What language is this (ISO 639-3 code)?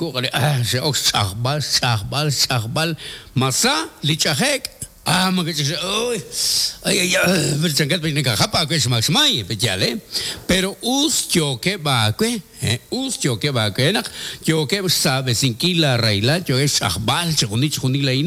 kek